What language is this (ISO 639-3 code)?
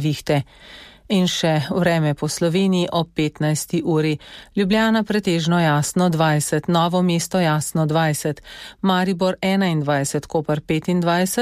slv